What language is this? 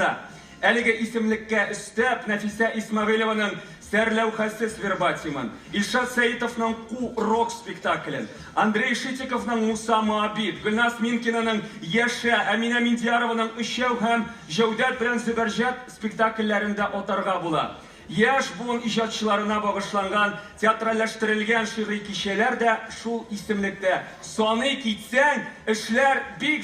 Tatar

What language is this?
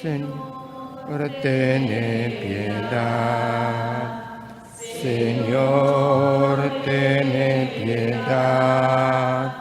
Papiamento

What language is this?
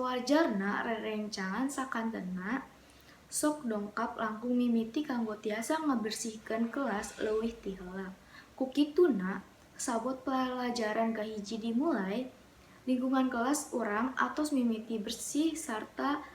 Sundanese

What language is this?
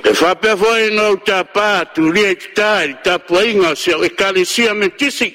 Samoan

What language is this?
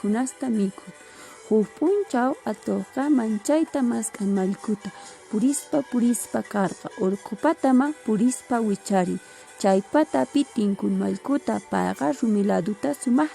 Quechua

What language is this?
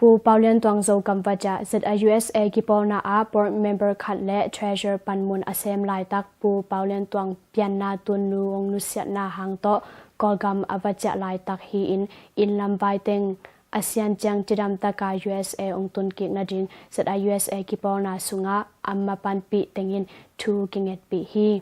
Tedim Chin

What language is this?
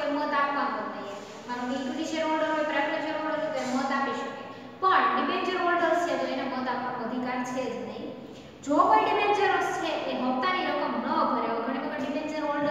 Gujarati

